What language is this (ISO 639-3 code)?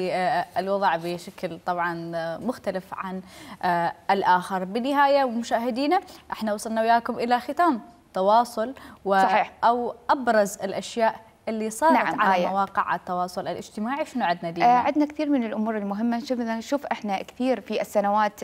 acm